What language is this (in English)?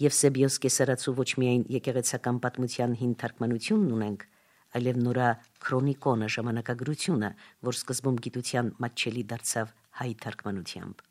Armenian